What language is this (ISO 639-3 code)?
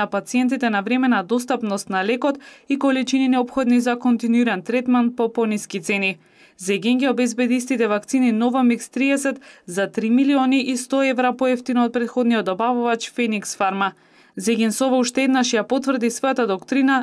mkd